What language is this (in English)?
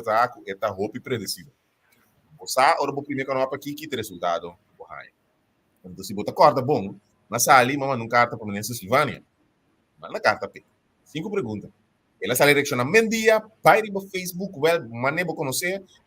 Papiamento